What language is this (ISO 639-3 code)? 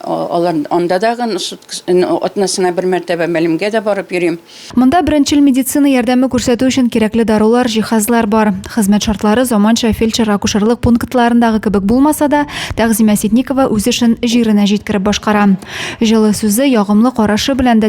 tat